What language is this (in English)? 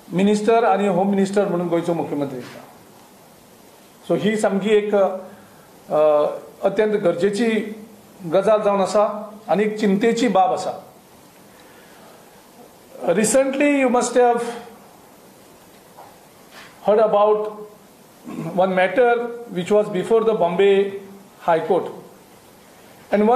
Konkani